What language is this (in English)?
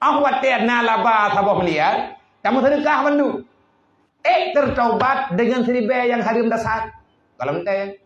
Achinese